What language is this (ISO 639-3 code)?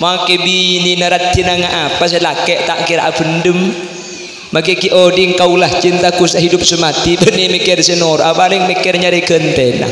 mad